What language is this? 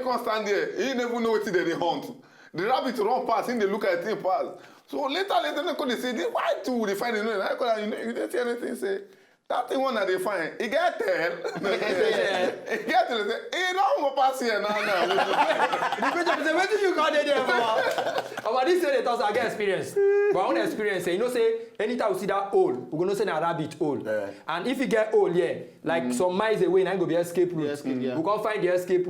Nigerian Pidgin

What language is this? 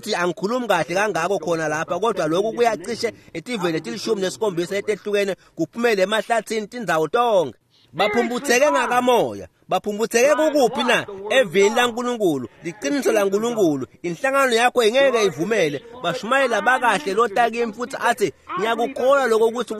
Swati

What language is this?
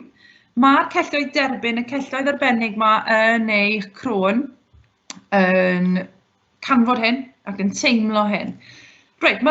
Welsh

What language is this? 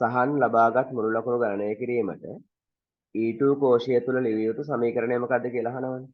Sinhala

